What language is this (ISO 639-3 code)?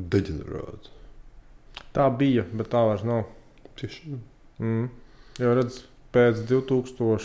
lav